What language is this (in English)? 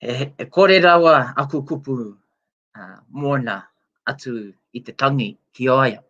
Māori